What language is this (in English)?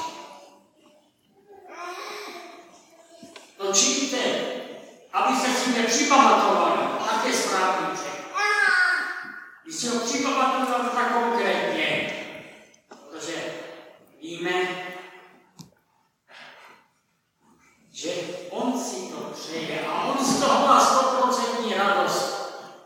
Czech